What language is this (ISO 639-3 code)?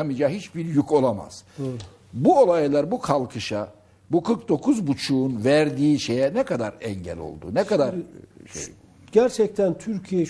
tur